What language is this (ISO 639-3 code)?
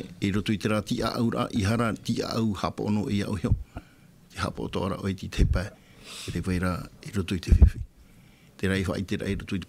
tah